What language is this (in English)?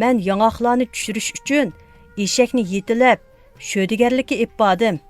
Uyghur